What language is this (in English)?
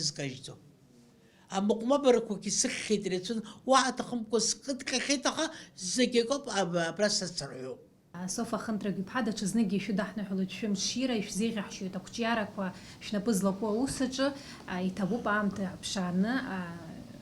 Abkhazian